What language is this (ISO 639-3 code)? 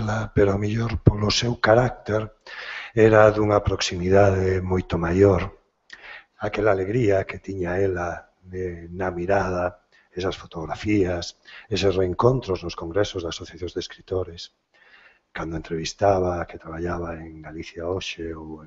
glg